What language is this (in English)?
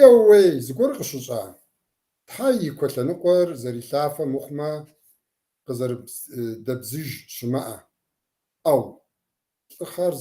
Kabardian